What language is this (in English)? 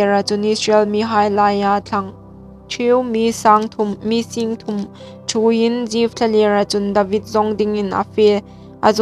Hmar